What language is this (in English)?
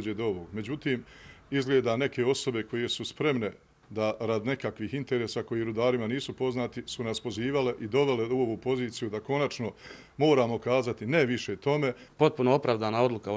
Bosnian